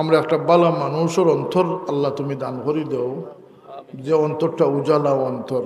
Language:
Sylheti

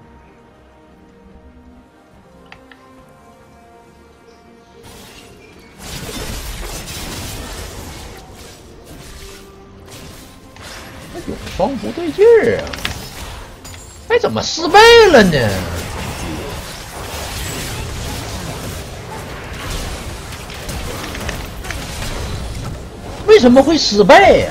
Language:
Chinese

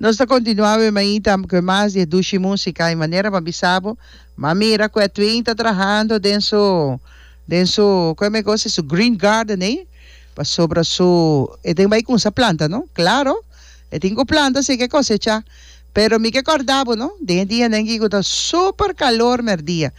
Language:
Papiamento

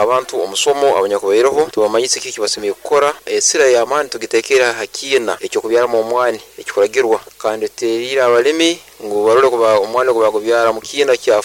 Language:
Nyoro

